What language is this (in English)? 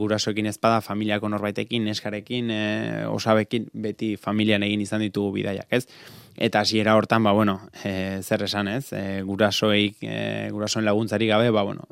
Basque